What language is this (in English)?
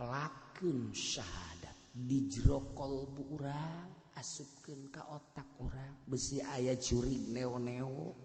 Sundanese